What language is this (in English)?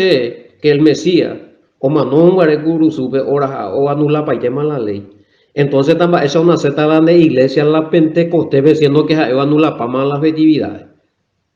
Guarani